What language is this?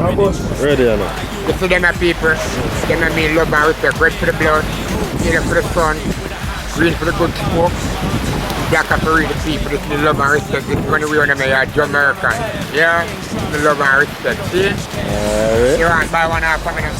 Jamaican Creole English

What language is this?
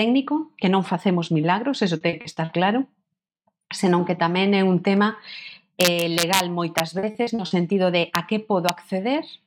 Galician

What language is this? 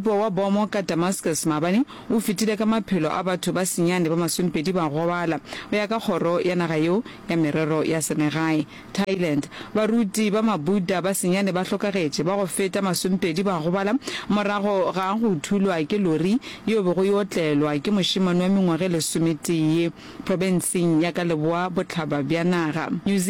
Northern Sotho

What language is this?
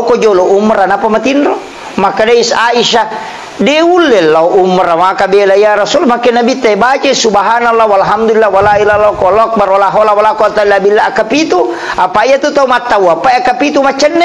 Buginese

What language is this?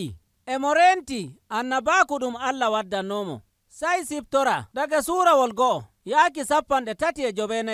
Nigerian Fulfulde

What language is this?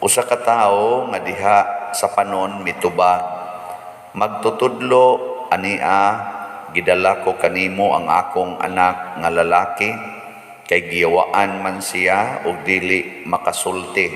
Cebuano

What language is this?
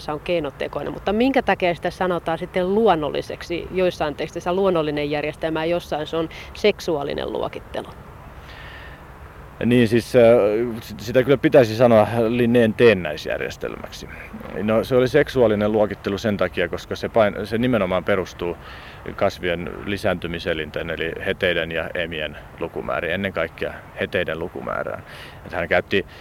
Finnish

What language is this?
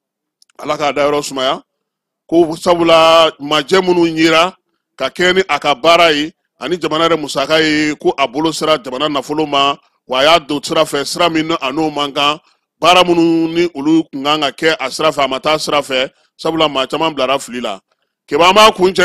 Bambara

